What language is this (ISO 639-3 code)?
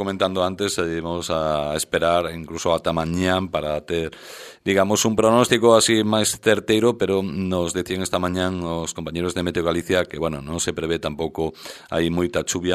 glg